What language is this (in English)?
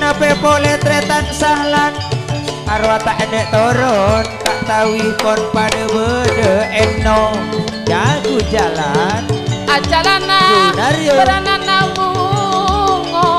Madurese